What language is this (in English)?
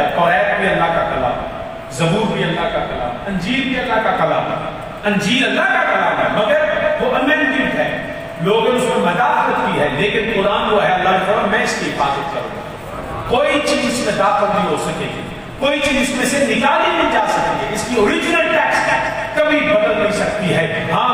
Urdu